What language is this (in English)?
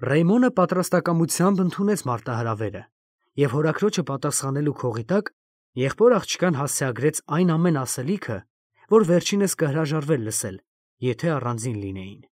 Armenian